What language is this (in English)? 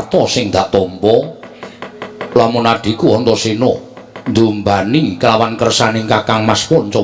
Javanese